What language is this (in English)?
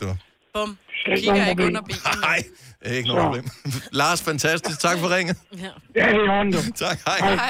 Danish